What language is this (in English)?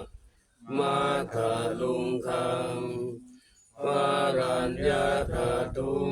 Pali